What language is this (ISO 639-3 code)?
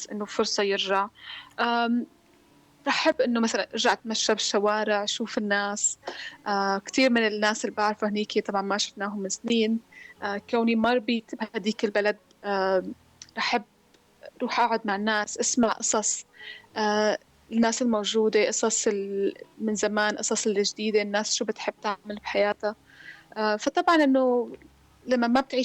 apc